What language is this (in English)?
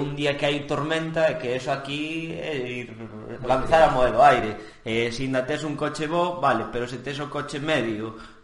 Galician